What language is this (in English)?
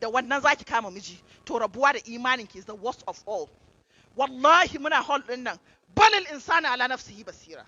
Hausa